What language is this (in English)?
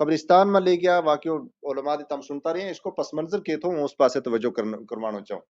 Gujari